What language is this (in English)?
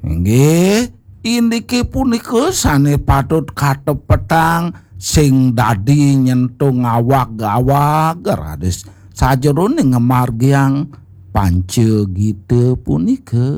Balinese